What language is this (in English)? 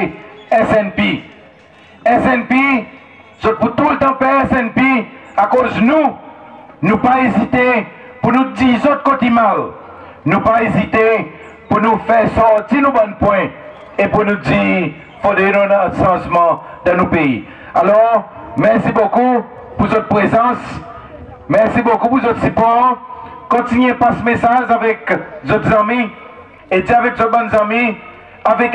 Seselwa Creole French